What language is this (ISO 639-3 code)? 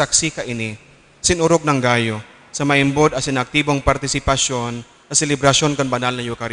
bik